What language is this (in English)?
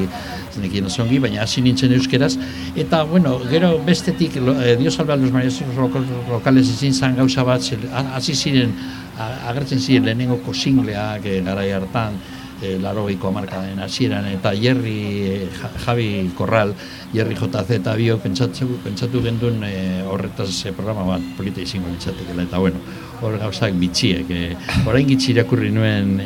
Basque